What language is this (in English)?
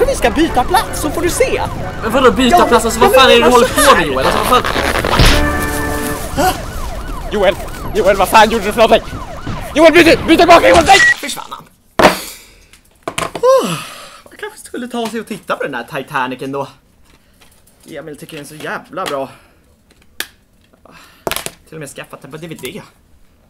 Swedish